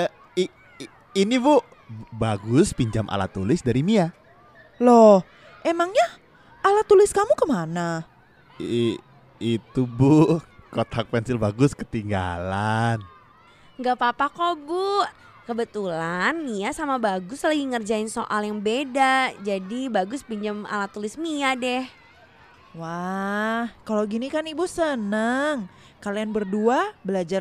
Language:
Indonesian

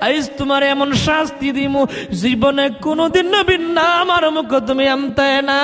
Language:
Sylheti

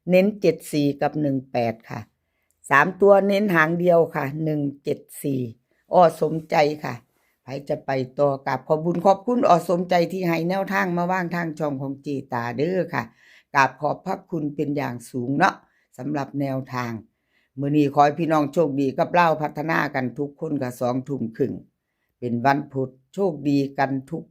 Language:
Northeastern Thai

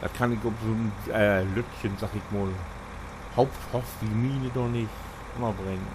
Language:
Low German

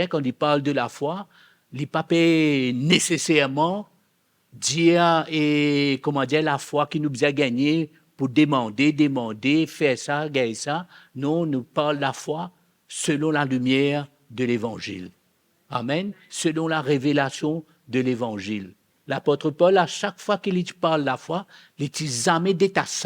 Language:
Morisyen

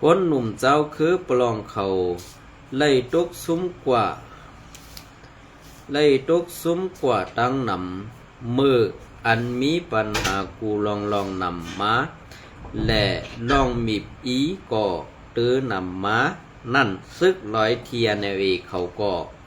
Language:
Shan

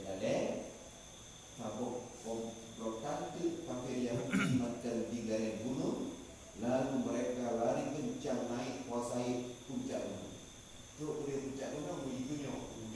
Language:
Achinese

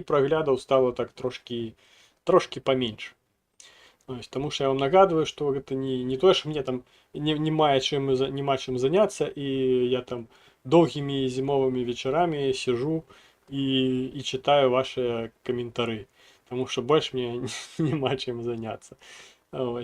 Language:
Belarusian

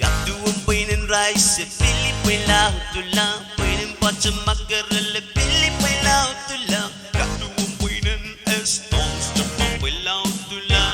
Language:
Pohnpeian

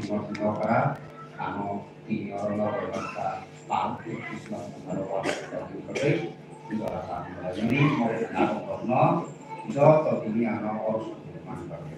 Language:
Kok Borok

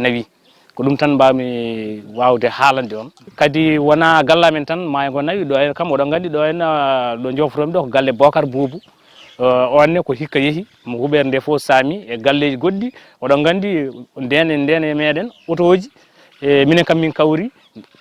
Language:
Fula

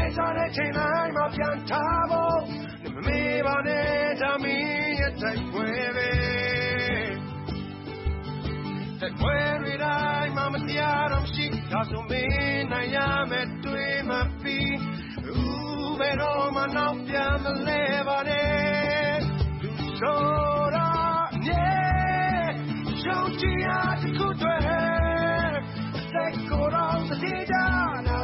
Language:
Burmese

